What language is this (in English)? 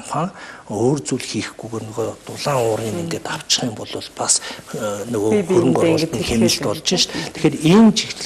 Mongolian